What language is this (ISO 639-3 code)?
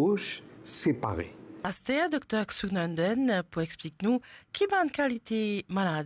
mfe